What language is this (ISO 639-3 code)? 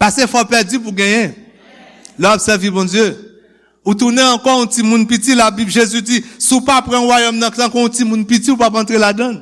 hat